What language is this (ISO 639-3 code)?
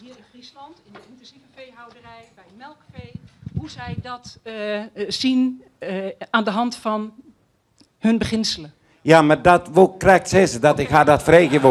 fry